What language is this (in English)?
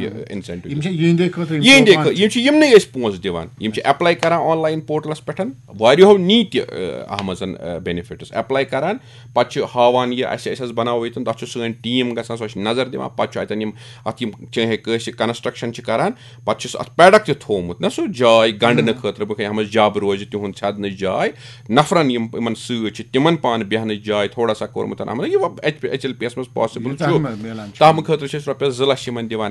Kashmiri